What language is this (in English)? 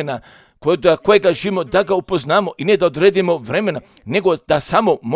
Croatian